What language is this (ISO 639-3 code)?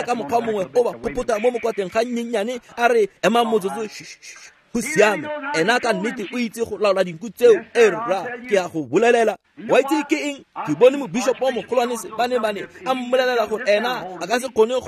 tsn